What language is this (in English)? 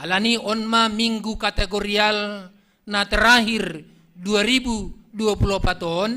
Batak Simalungun